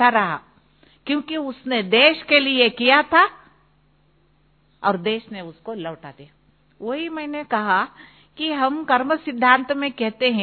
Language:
Hindi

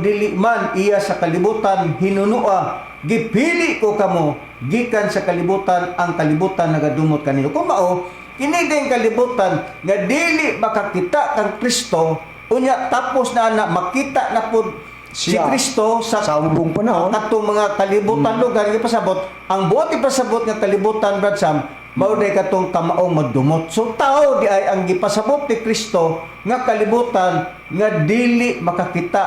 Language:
Cebuano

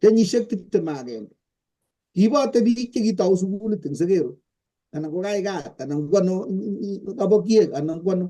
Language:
Kalenjin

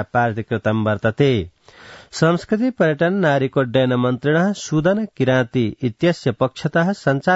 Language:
Sanskrit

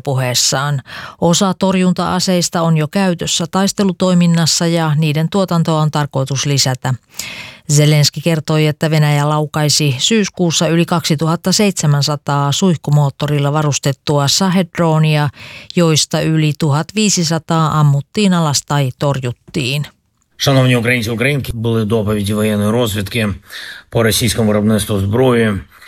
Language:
Finnish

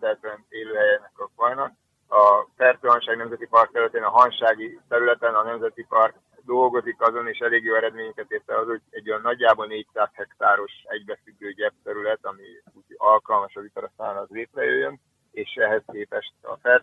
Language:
Hungarian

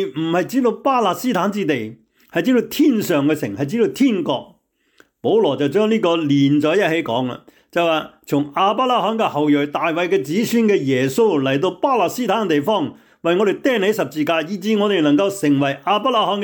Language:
Cantonese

